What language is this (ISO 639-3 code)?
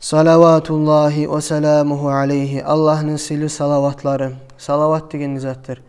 kum